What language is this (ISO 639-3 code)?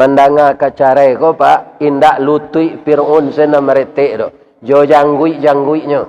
min